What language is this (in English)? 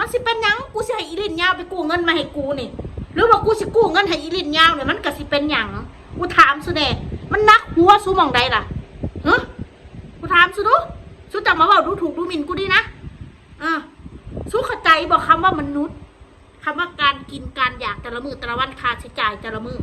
Northeastern Thai